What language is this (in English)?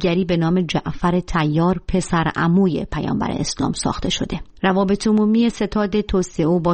Persian